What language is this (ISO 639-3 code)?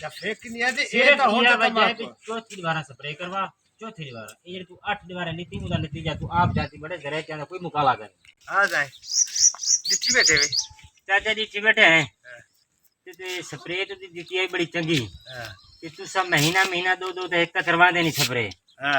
skr